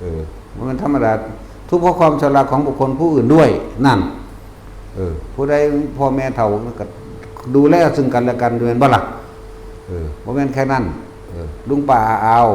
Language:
Northeastern Thai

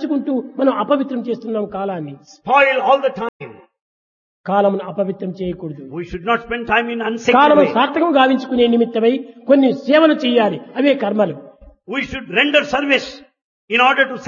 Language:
Telugu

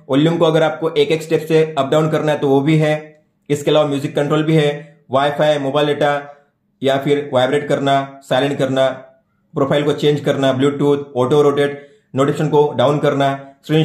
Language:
Hindi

